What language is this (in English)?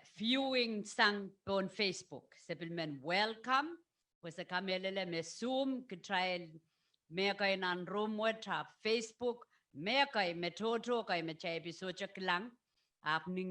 Pohnpeian